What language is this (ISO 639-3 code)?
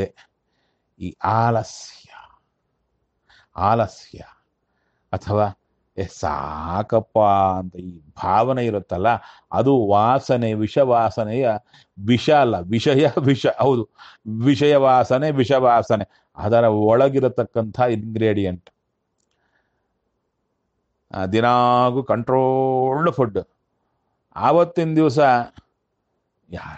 kan